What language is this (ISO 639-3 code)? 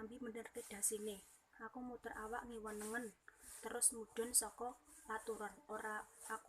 jav